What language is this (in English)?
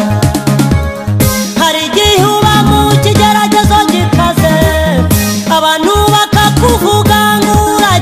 Kinyarwanda